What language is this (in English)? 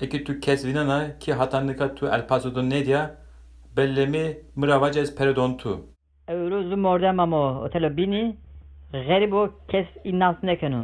Zaza